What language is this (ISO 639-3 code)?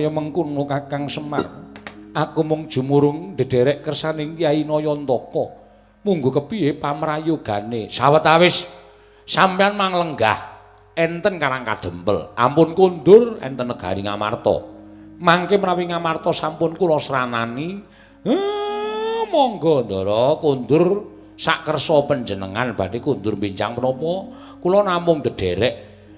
jav